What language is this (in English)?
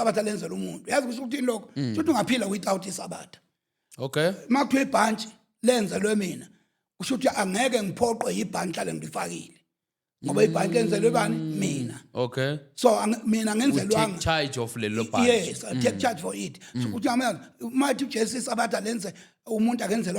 Zulu